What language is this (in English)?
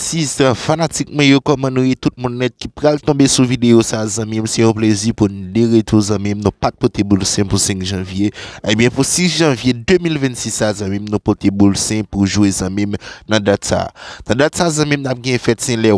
Haitian Creole